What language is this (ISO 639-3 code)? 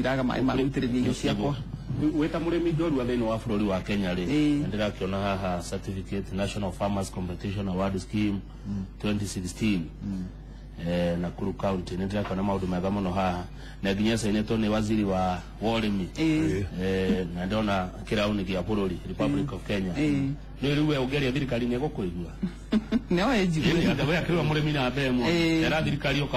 kik